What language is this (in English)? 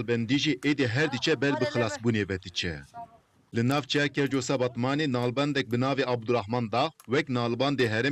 Kurdish